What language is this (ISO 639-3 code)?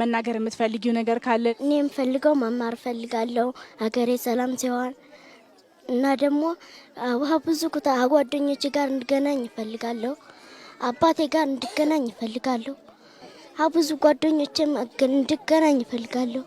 amh